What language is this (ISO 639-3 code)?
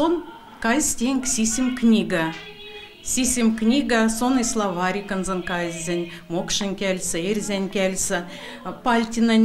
mdf